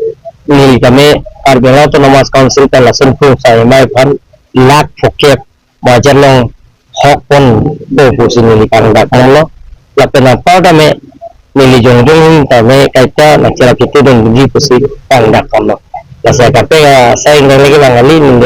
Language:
Karbi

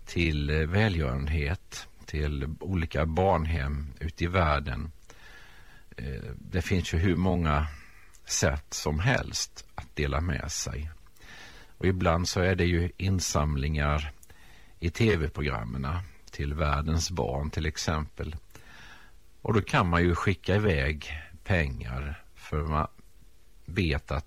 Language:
Swedish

